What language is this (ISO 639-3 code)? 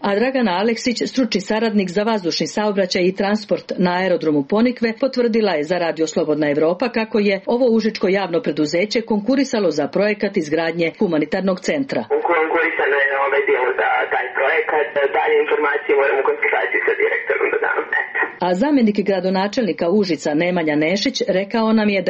srp